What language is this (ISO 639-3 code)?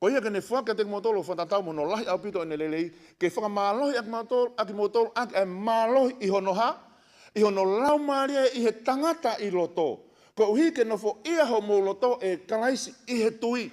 ton